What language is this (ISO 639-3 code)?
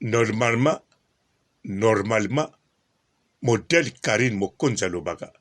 lin